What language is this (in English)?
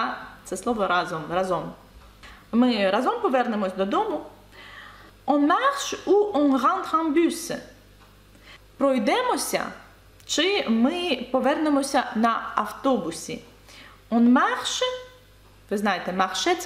Ukrainian